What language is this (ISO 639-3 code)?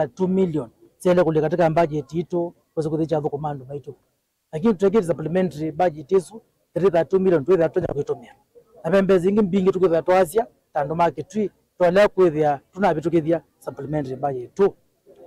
kam